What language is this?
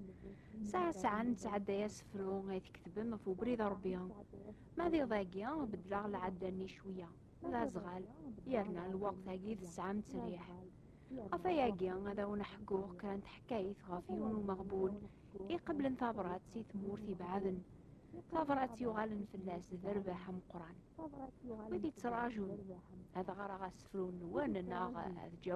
Kabyle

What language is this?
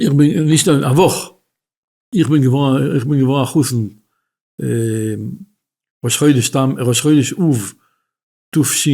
Yiddish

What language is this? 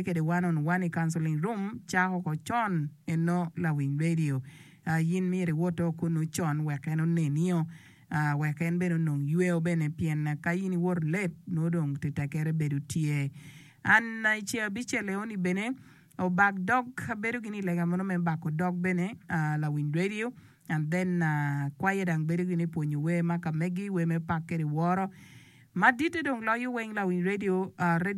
Acoli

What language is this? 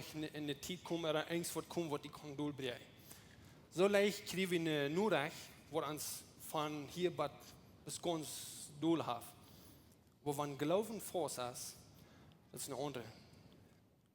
Plautdietsch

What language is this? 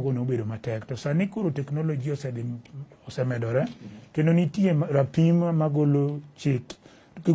Luo (Kenya and Tanzania)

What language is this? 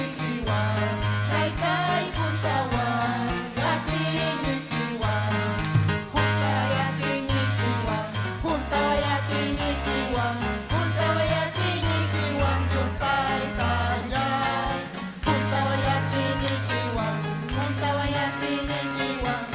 Ayacucho Quechua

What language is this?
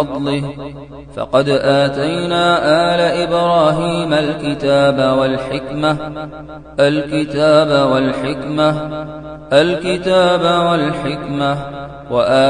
Arabic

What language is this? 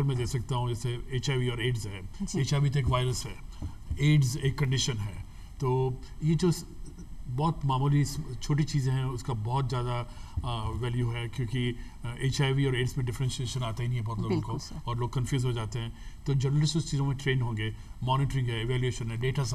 Hindi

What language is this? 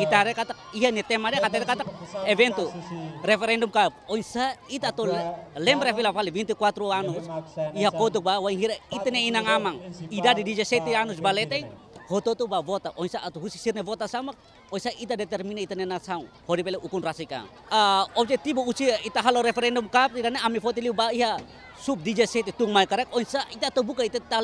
Tetum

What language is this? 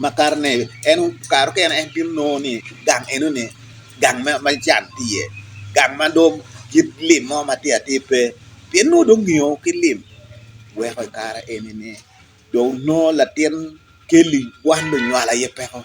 Acoli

